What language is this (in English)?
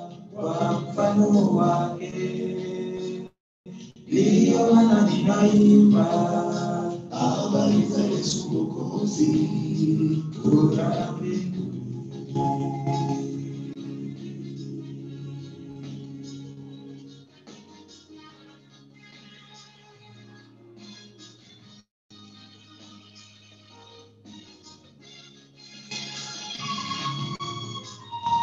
Swahili